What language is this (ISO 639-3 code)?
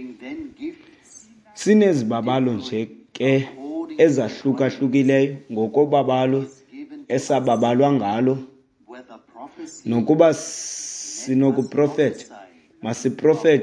xho